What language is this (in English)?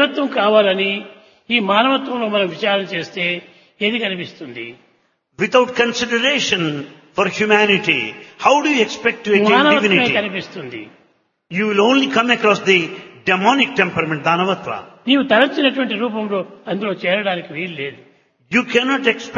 Telugu